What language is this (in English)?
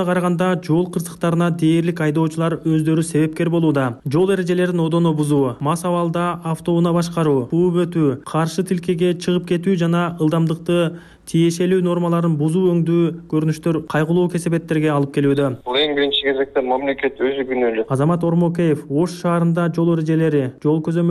Kyrgyz